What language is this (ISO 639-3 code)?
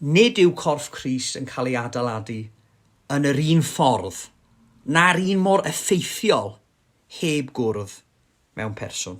cym